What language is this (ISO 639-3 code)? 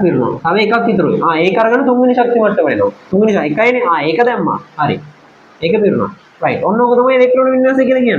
sin